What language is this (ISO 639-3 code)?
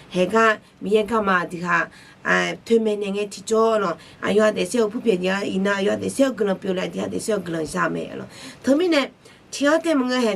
ahk